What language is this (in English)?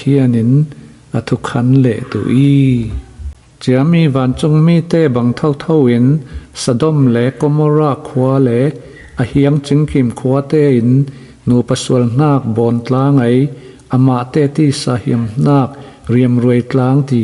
Falam Chin